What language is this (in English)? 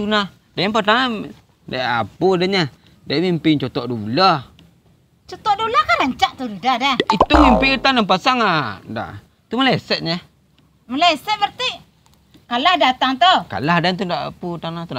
Minangkabau